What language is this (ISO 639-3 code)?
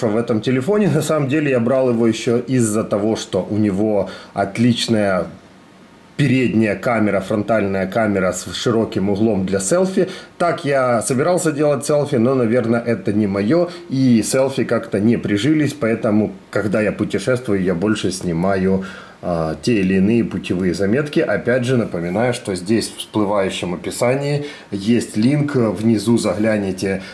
rus